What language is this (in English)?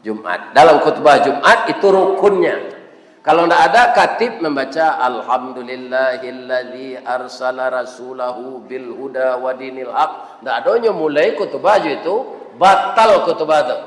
Minangkabau